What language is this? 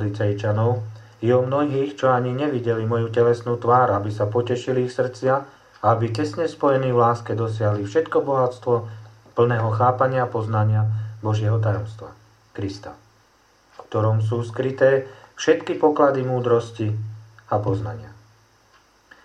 Slovak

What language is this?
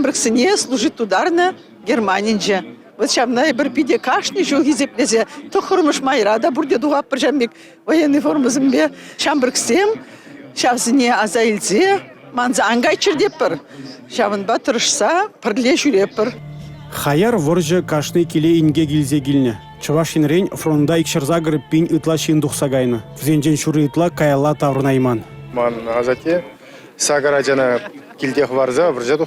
Chuvash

